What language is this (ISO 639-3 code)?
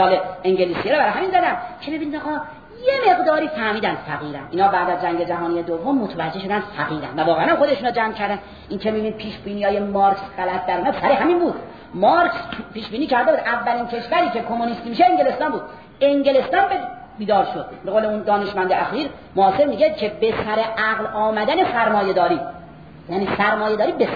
fas